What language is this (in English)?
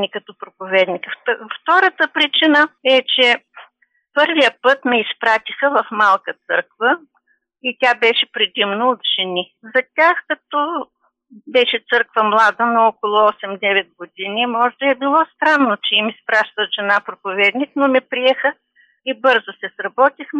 Bulgarian